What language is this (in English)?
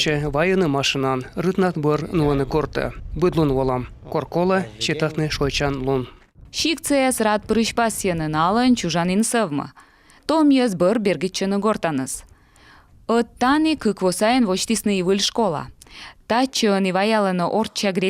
Komi